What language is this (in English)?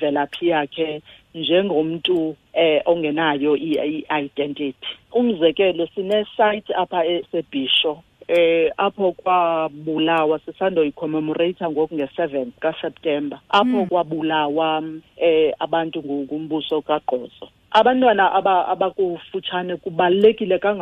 Xhosa